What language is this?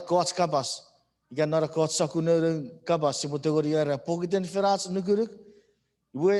Chuukese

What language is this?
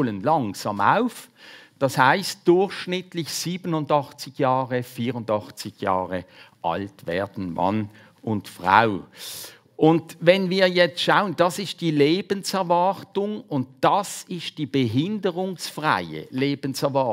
German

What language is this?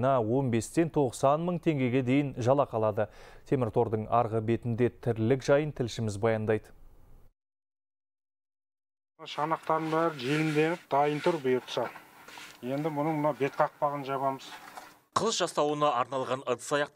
Kazakh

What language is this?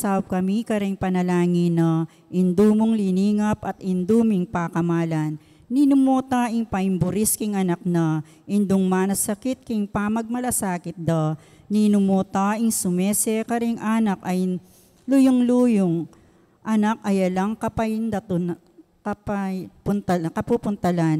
Pampanga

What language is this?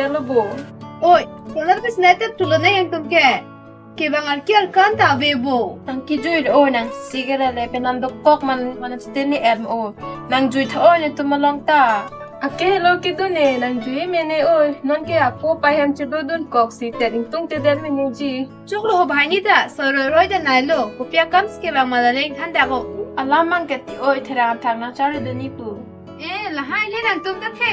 Karbi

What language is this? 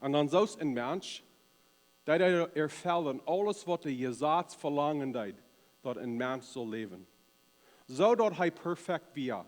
Plautdietsch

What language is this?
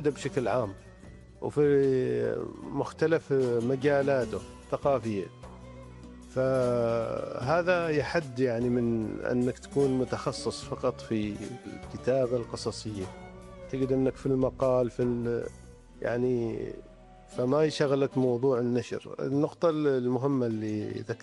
Arabic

